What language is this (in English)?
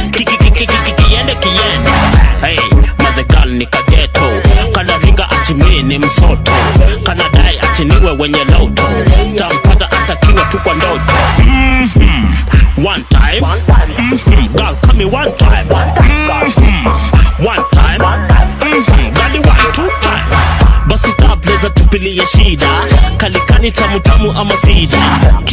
Swahili